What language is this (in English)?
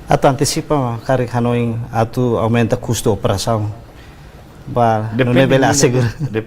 Tetum